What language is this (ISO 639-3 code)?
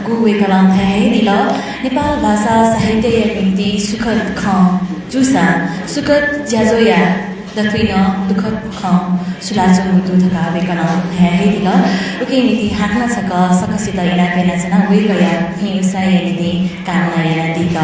new